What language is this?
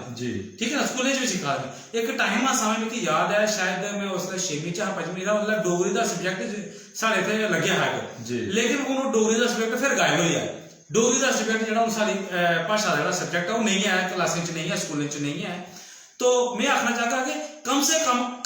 Dogri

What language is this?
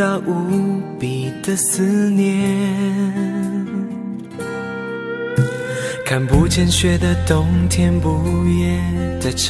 Chinese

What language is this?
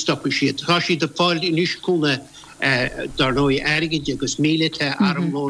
Irish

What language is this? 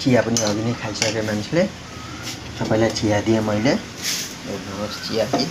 Nepali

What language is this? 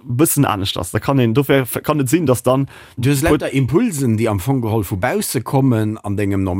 Luxembourgish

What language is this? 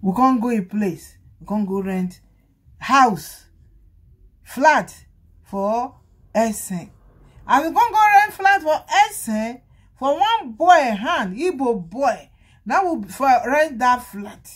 Nigerian Pidgin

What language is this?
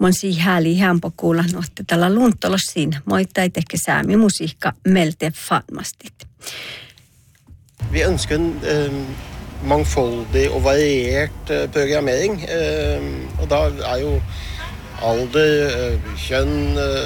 Northern Sami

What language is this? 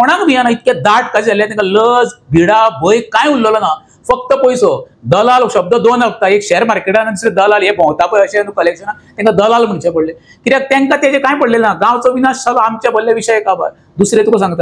Konkani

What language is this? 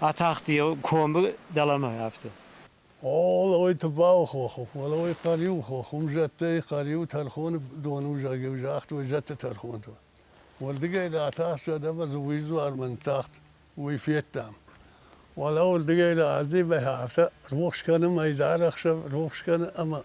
Ossetic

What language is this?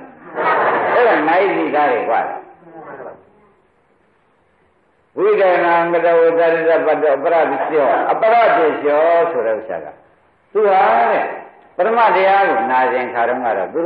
Burmese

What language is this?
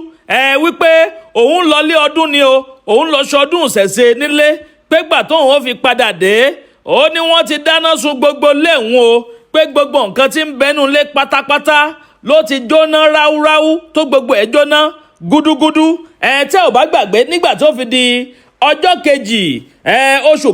Yoruba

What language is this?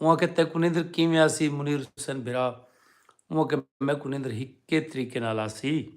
Saraiki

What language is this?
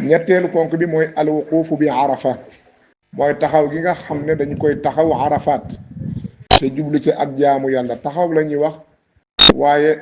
Wolof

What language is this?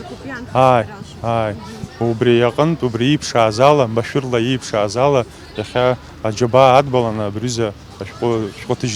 Abkhazian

